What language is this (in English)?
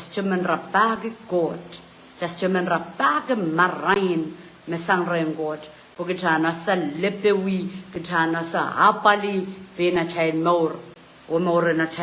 Pohnpeian